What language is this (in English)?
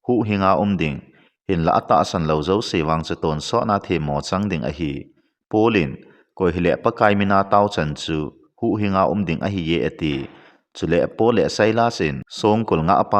Thado Chin